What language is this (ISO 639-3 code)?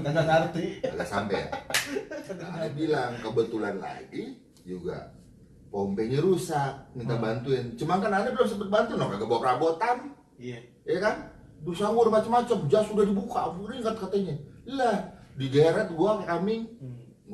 bew